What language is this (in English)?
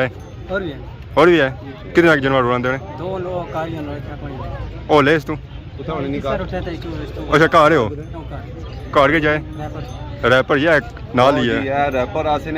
Pahari-Potwari